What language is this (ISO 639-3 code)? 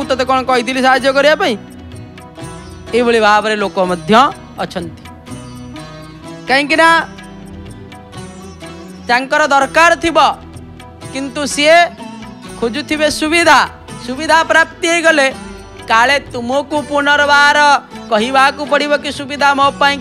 ori